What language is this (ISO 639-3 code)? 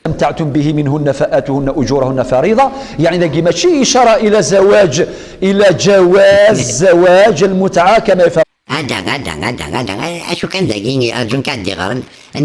kab